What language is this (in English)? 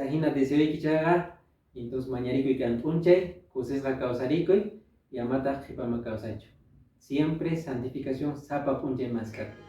Quechua